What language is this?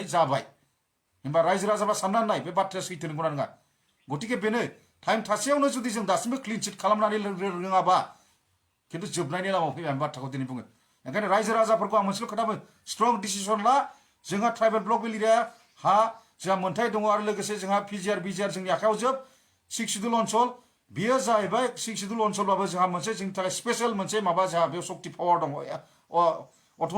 Bodo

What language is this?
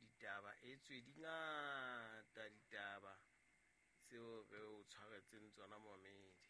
Southern Sotho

